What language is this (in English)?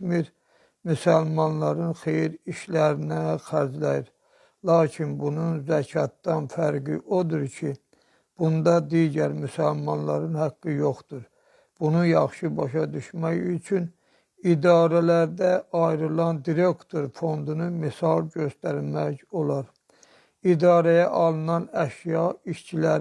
Azerbaijani